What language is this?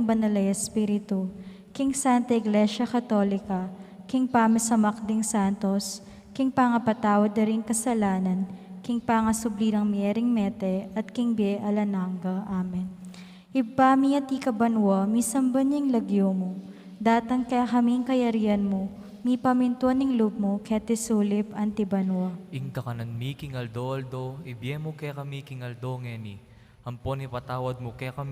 Pampanga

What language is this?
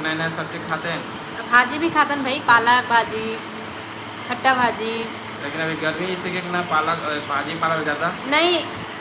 Chhattisgarhi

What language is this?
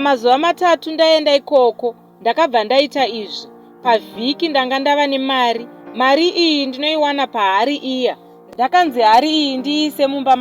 Shona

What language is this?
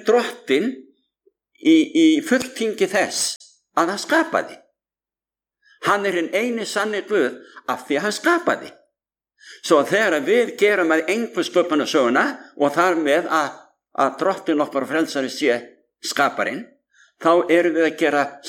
Icelandic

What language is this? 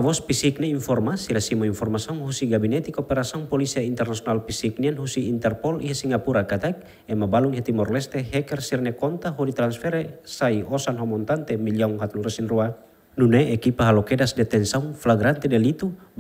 Tetum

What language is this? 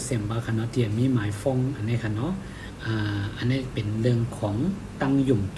Shan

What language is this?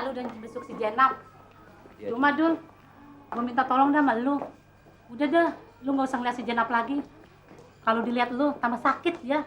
Betawi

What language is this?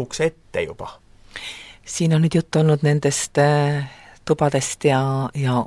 Estonian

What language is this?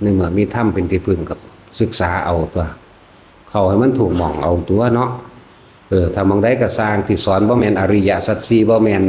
Northeastern Thai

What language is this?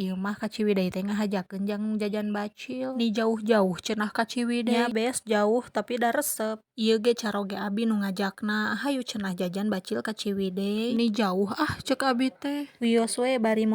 Sundanese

